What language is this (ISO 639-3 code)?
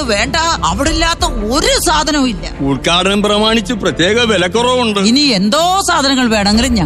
mal